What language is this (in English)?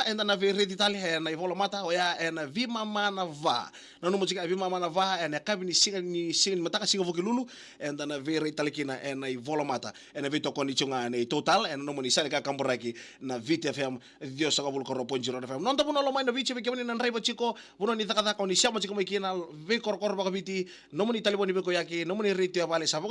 Fijian